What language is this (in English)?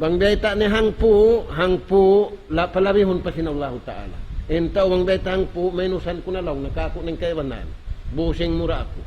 Tausug